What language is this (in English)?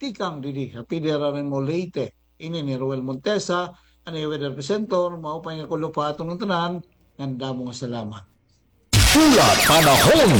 Waray